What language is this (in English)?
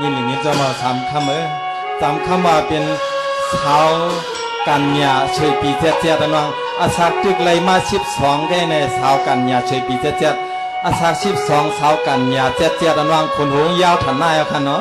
Shan